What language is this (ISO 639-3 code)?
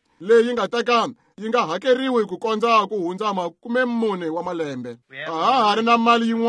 tso